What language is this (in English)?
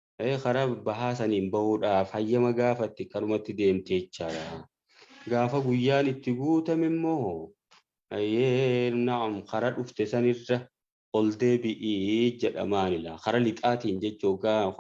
Oromo